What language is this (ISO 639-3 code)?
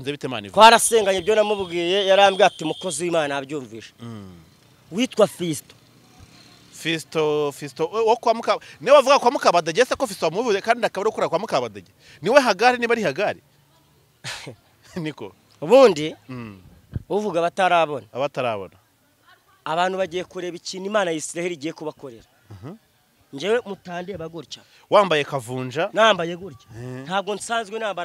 kin